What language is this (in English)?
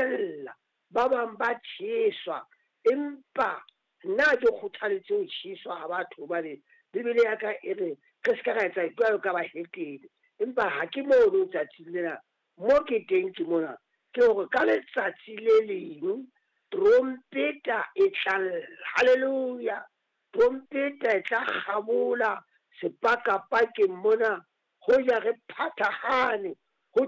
Southern Sotho